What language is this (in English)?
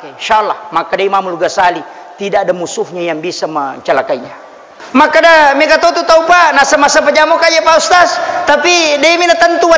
Buginese